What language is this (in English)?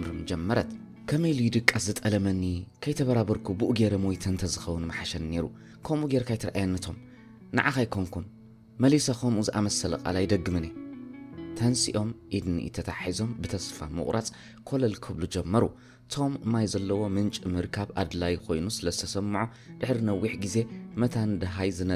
Tigrinya